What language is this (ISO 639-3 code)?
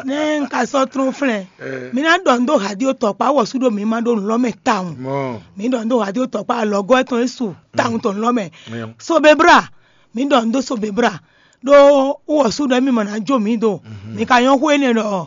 fon